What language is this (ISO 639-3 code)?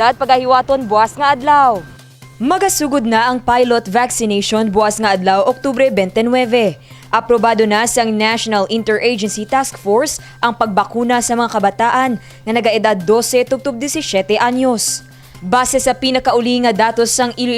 hil